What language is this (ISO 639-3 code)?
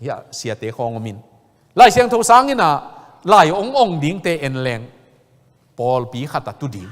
ctd